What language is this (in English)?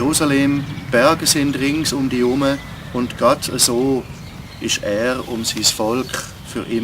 Swiss German